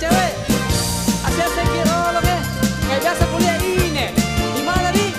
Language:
Makasar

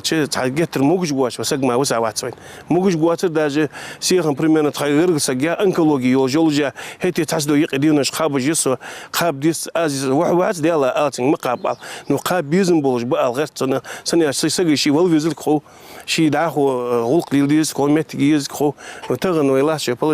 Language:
Ingush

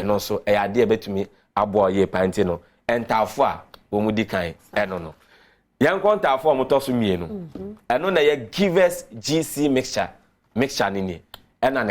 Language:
Akan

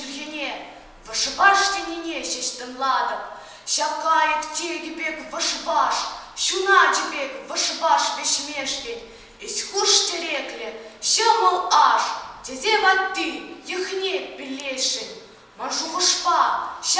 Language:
Chuvash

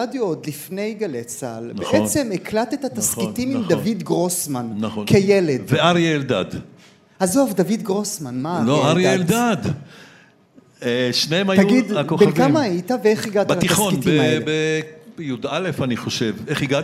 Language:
Hebrew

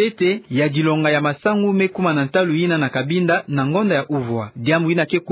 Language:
Kituba (Democratic Republic of Congo)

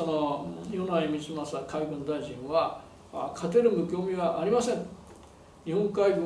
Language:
Japanese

